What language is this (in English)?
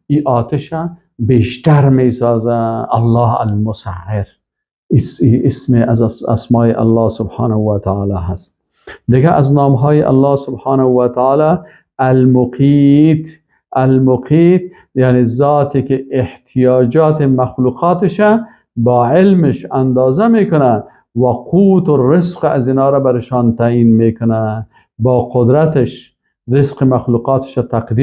Persian